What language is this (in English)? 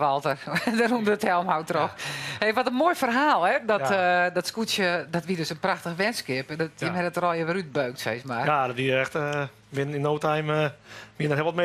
Western Frisian